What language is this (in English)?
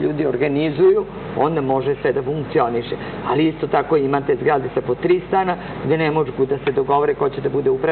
Serbian